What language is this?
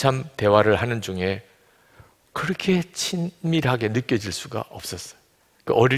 Korean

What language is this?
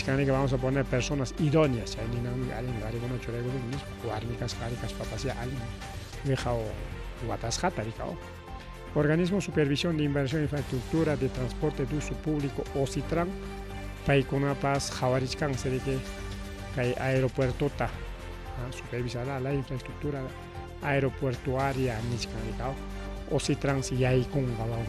Ayacucho Quechua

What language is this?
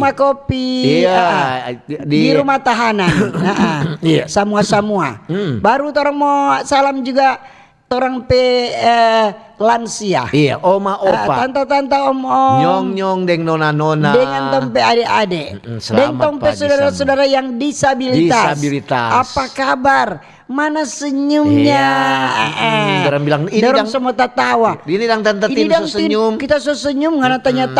Manado Malay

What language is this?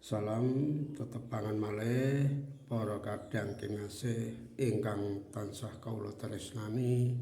Javanese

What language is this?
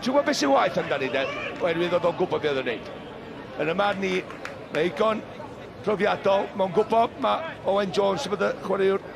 Welsh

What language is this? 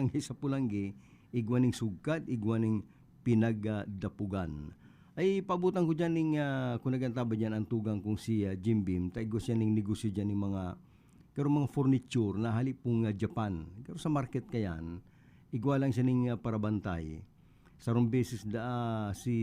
Bikol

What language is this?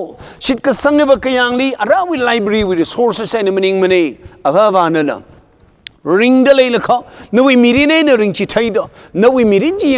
Tangkhul Naga (India)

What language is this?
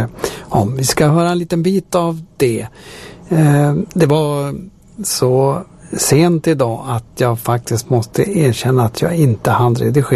Swedish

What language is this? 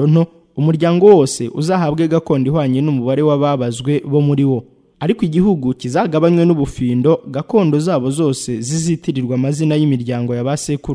Kinyarwanda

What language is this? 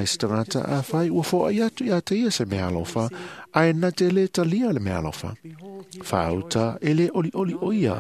Samoan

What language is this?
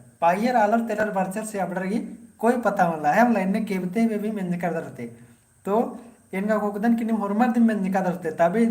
Kurukh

